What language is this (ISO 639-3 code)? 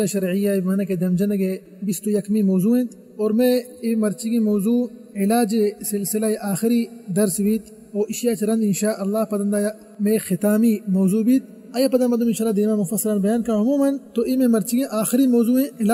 bal